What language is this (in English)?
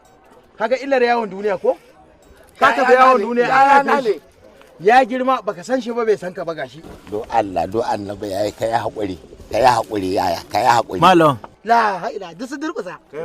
Hausa